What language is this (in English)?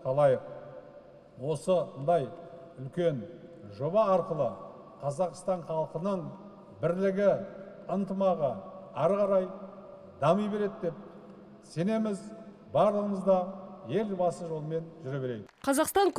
Kazakh